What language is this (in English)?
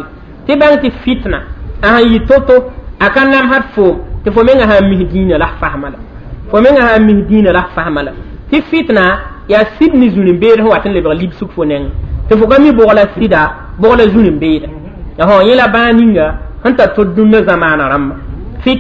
Mossi